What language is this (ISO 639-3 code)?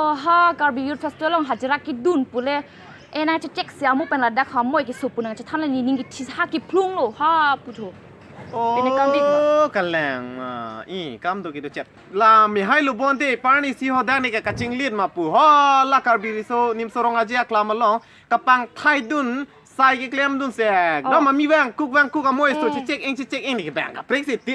mjw